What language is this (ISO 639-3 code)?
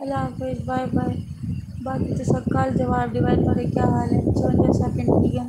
skr